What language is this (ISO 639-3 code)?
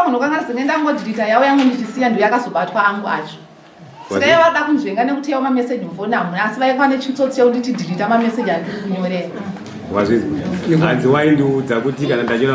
sna